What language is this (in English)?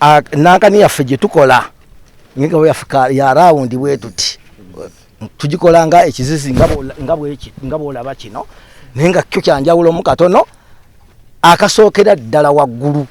Ganda